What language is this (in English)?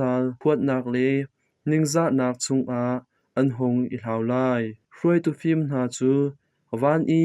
Hakha Chin